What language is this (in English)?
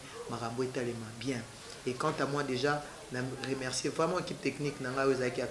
Lingala